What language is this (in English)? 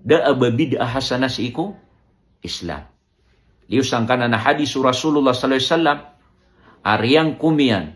Maranao